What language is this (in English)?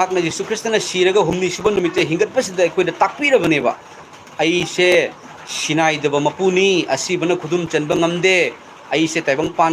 Manipuri